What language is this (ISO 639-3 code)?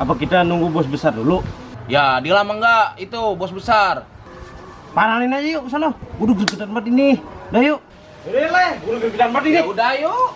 bew